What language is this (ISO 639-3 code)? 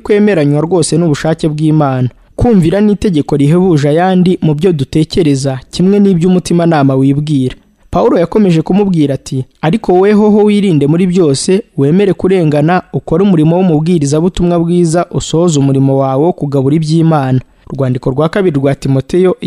kin